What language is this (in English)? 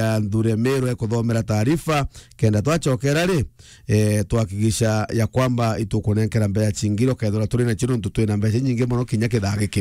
Meru